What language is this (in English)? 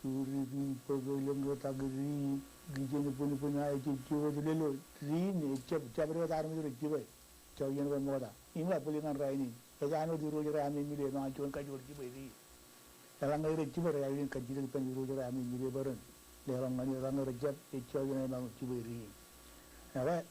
Marshallese